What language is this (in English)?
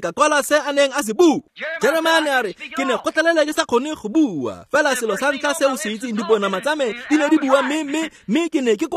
Tswana